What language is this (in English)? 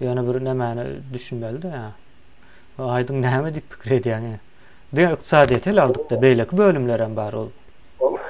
Turkmen